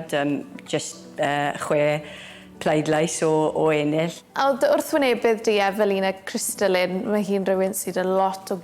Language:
Welsh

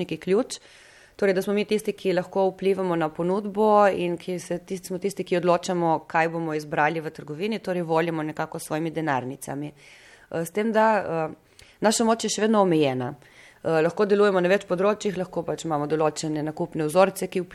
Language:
Slovenian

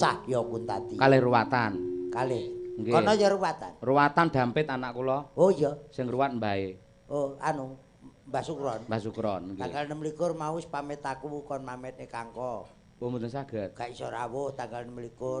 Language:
Javanese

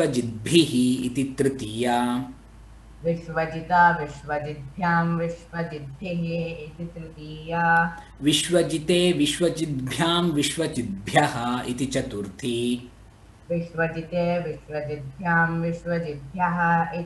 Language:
Sanskrit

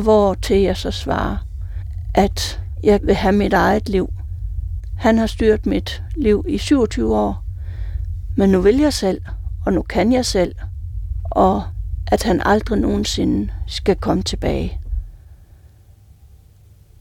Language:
Danish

